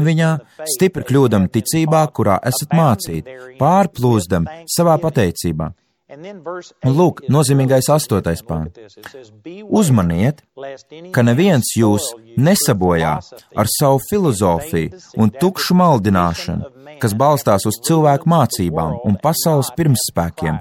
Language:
Latvian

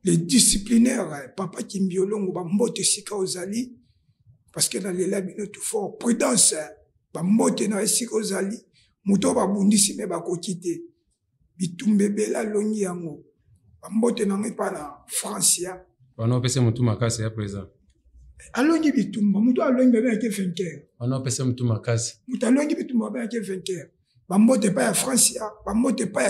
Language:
Lingala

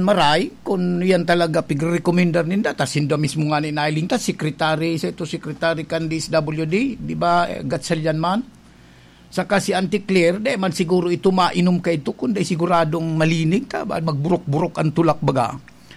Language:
Bikol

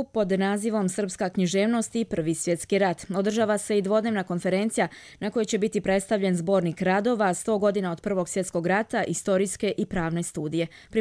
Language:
Croatian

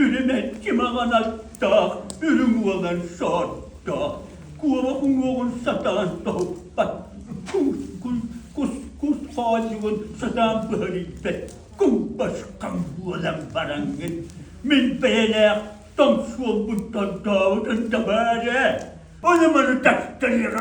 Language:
Yakut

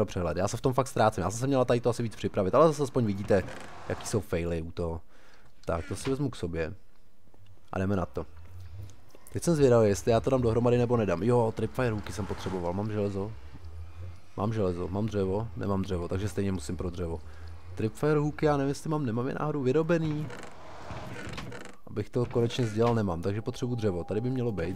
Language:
Czech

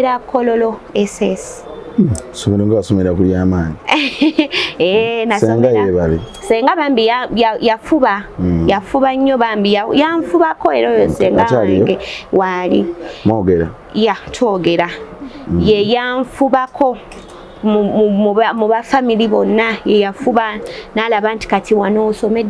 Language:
Ganda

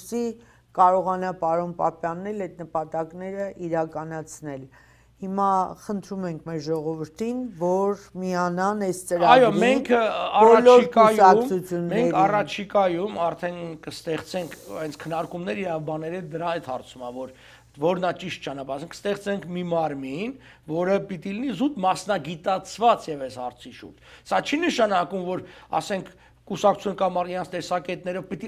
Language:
Armenian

